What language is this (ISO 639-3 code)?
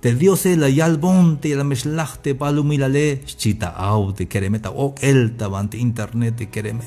tzh